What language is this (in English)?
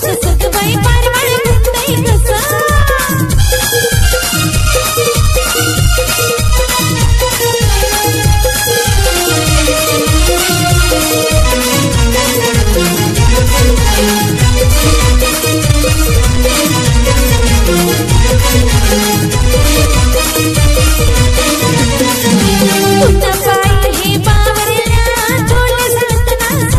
Marathi